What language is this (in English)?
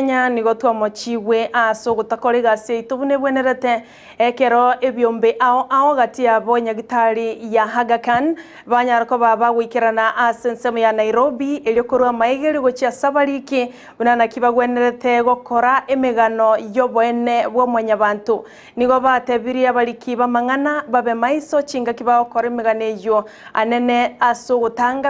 Gusii